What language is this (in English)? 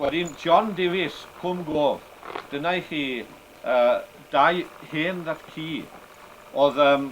Welsh